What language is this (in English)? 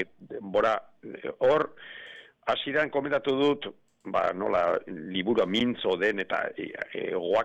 Basque